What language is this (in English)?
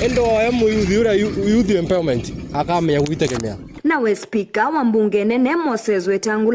Meru